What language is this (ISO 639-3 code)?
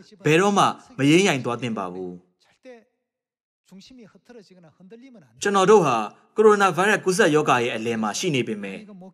mya